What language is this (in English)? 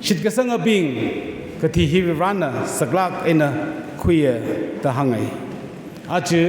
Tangkhul Naga (India)